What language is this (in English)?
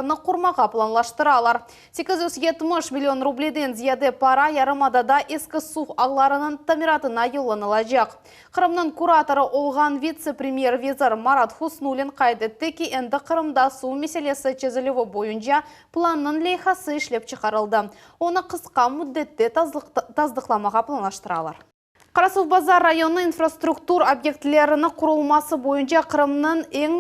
Crimean Tatar